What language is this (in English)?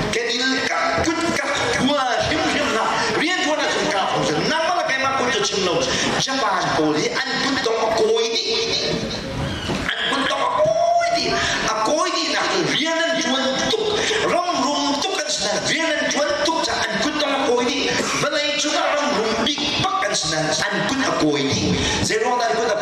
Hakha Chin